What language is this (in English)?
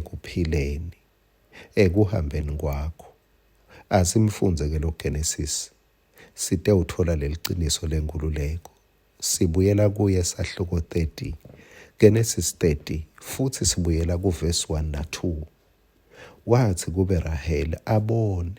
Swati